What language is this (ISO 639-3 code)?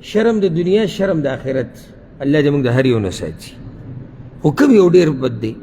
pus